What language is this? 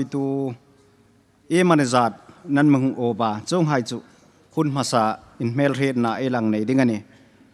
Hmar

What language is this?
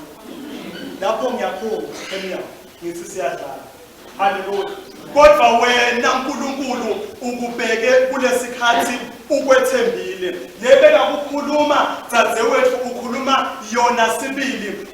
Swati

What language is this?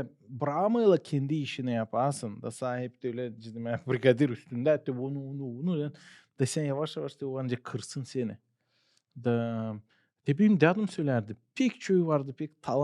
Gagauz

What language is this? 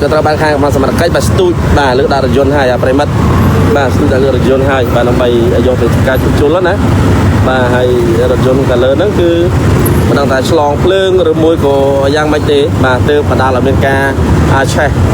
Khmer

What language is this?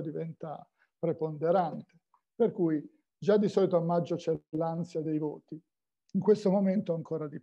Italian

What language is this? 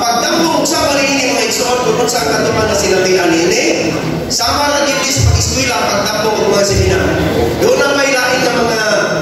Cebuano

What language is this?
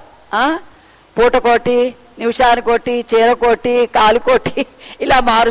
Telugu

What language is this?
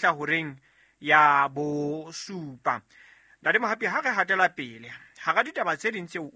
Southern Sotho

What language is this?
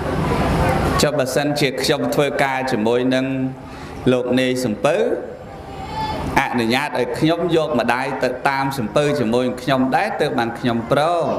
Khmer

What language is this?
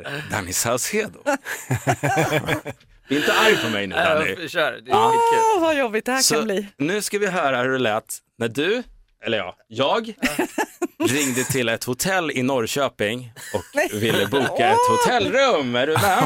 Swedish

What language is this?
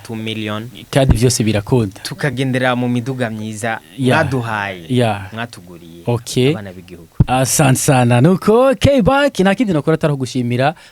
Rundi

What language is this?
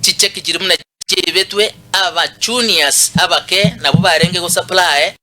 Gusii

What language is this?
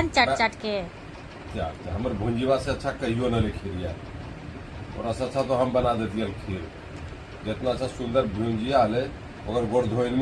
Magahi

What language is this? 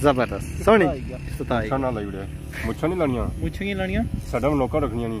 Pahari-Potwari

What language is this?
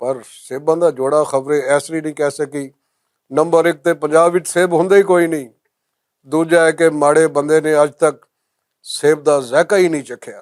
Western Panjabi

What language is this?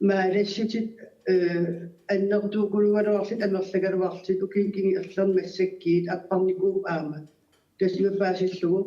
Kalaallisut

